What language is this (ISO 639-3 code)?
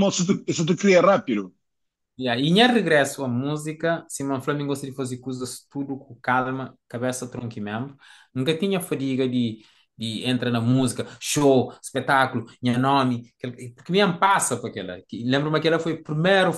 kea